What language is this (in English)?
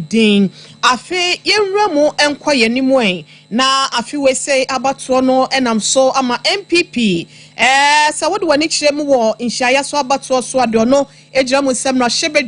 Akan